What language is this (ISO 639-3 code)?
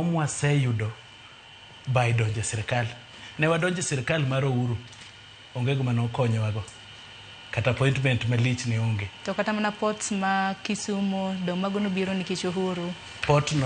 luo